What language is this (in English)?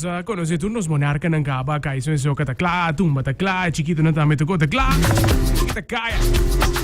Papiamento